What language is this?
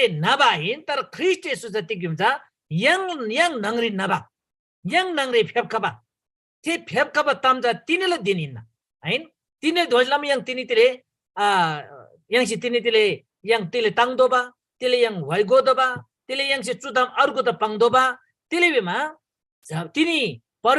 Eastern Tamang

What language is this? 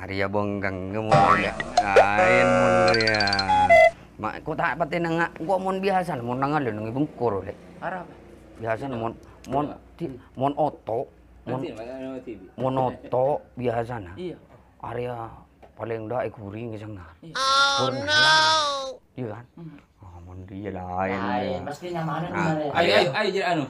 Madurese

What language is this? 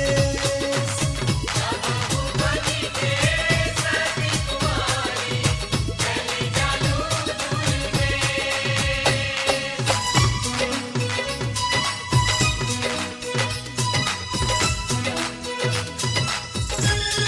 Bhojpuri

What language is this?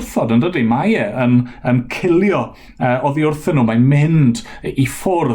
Welsh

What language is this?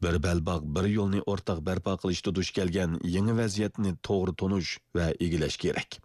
Uyghur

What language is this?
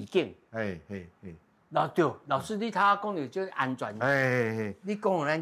Min Nan Chinese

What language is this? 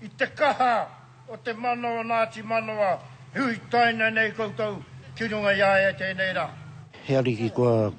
Māori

